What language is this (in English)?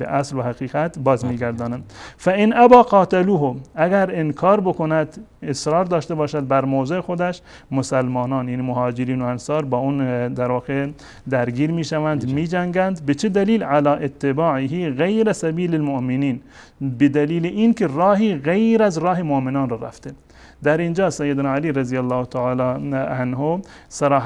Persian